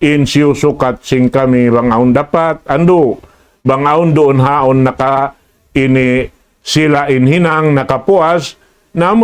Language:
Tausug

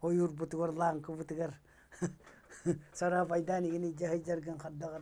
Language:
Yakut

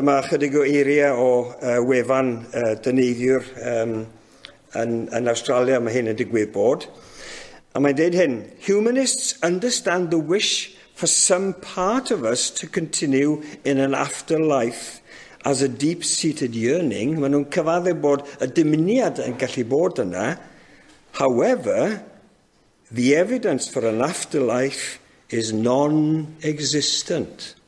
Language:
Welsh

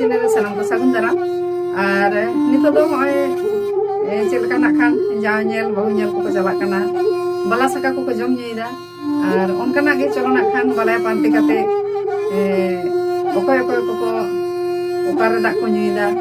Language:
Santali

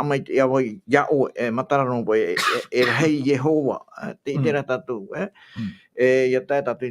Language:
Tahitian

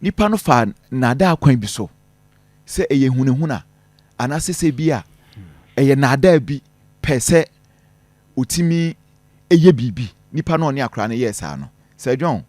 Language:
Akan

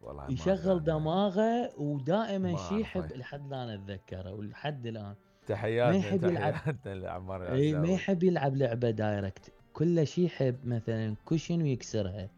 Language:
Mesopotamian Arabic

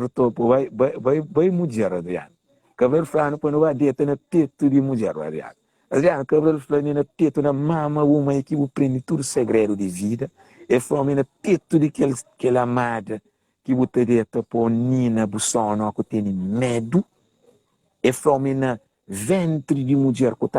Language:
Kabuverdianu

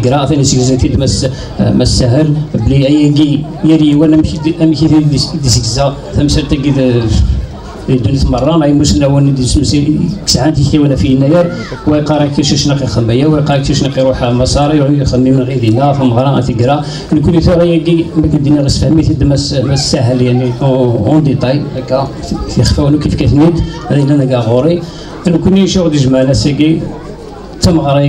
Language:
Kabyle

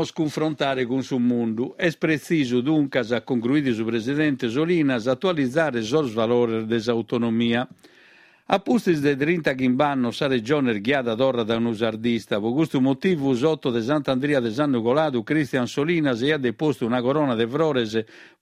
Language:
Sardinian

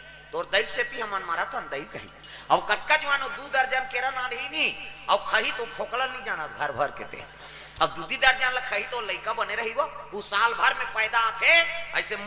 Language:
Chhattisgarhi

